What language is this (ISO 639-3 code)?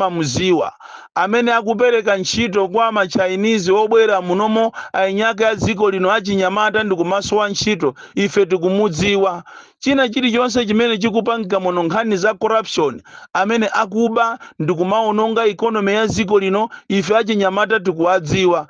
nya